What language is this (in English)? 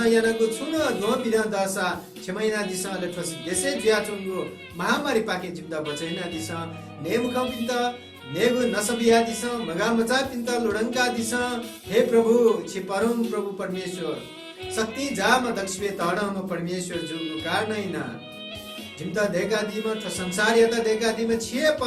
Newari